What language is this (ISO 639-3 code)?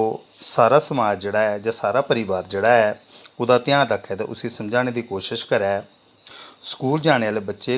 doi